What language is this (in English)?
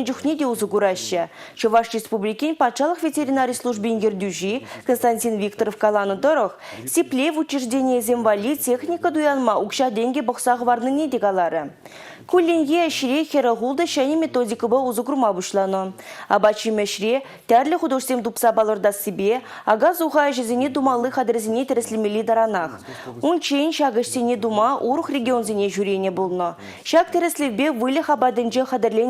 Chuvash